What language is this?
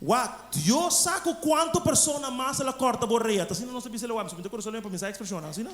Papiamento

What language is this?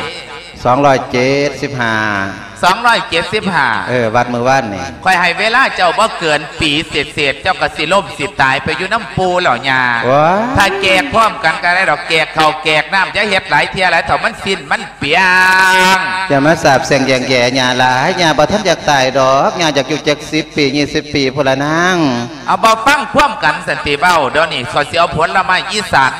Lao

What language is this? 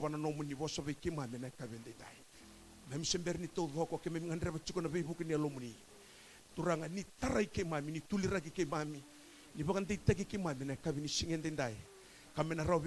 Fijian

